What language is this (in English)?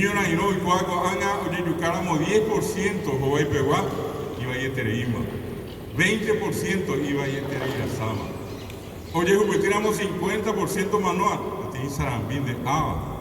Guarani